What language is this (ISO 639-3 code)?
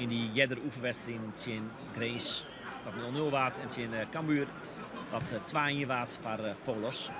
fry